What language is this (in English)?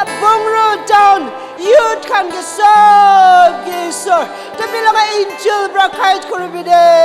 Naga Pidgin